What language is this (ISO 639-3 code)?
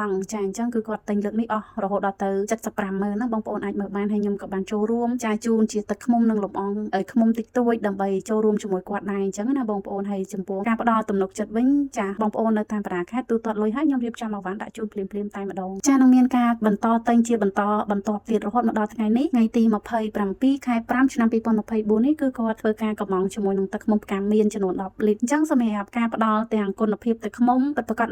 khm